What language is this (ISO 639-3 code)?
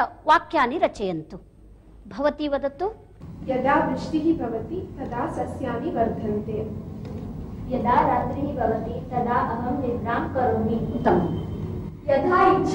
san